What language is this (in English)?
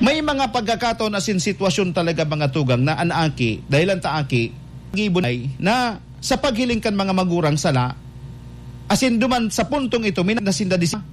Bikol